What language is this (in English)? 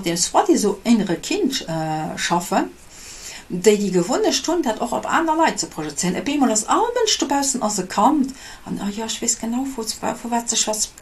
Luxembourgish